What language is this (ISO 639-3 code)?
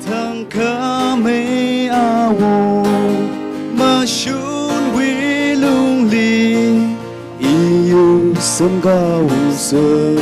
nmf